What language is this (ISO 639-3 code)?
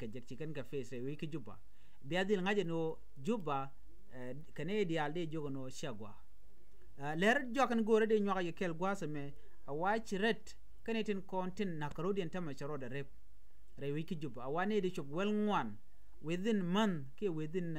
nus